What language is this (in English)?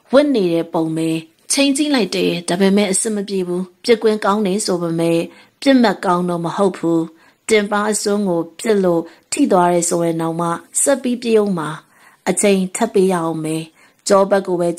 Burmese